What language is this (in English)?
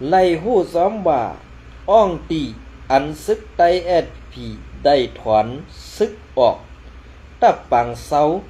Shan